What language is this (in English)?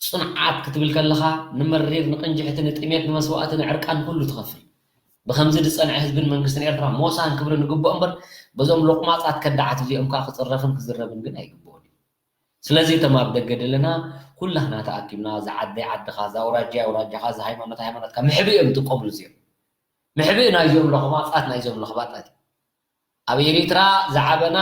Tigrinya